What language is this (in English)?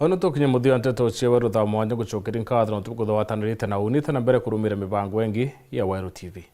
Meru